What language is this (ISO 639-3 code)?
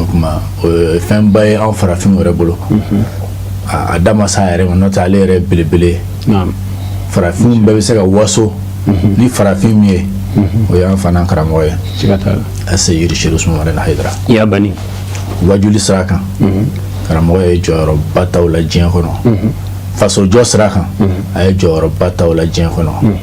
bam